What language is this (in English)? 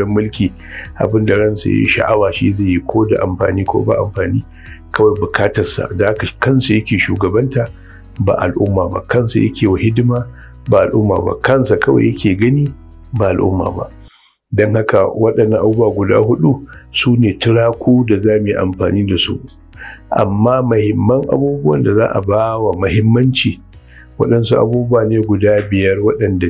Hausa